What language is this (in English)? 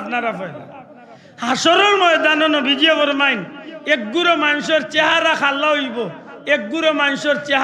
Sylheti